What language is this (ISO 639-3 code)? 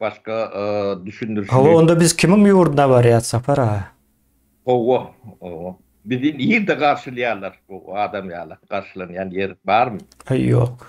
tuk